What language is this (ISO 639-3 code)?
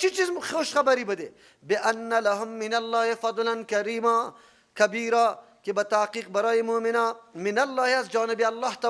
fas